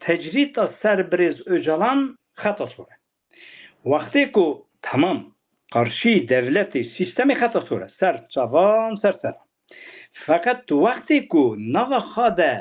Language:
Kurdish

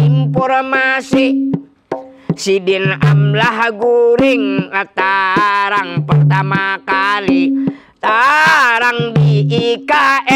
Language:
Banjar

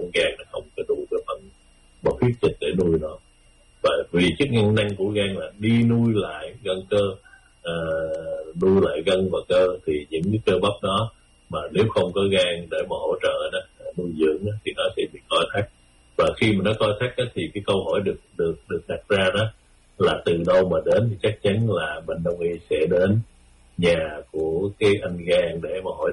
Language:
Vietnamese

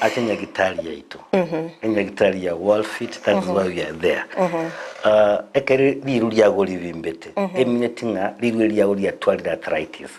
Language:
Gusii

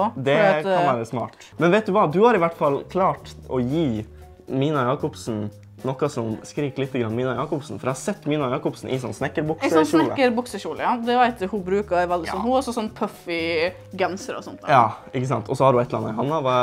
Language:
Norwegian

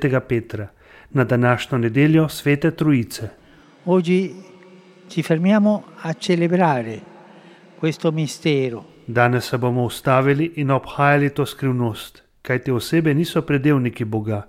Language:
Slovenian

